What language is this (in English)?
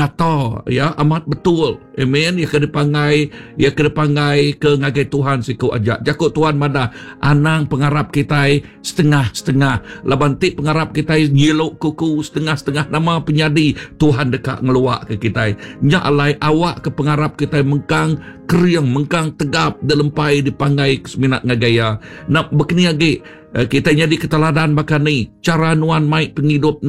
Iban